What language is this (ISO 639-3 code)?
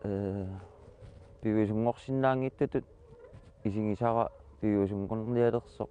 kal